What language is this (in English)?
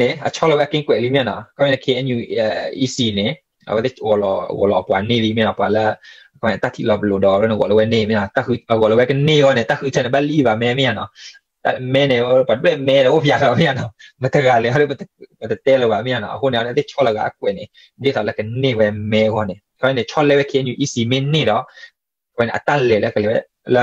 S'gaw Karen